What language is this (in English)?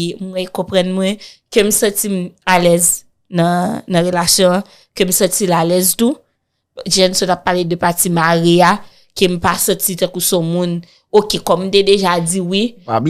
Haitian Creole